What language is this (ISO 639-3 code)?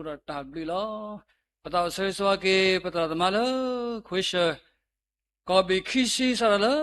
ksw